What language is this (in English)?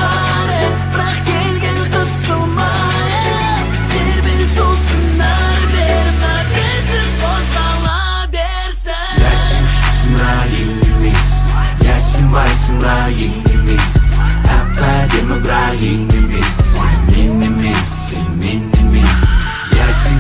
Kazakh